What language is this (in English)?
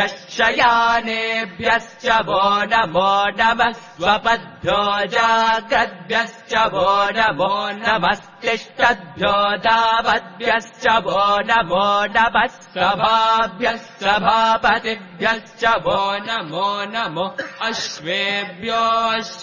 Sanskrit